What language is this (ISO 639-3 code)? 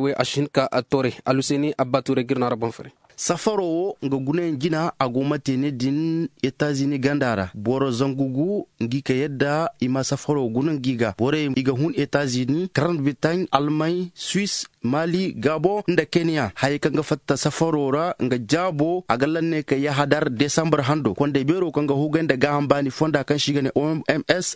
dje